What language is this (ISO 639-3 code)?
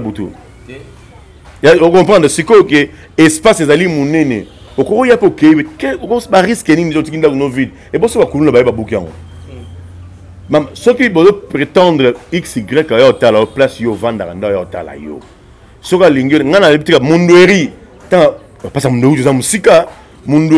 lin